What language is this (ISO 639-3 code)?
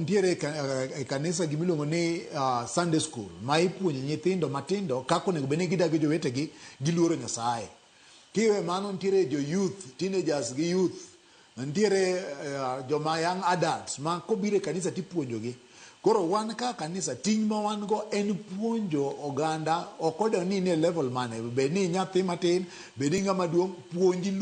luo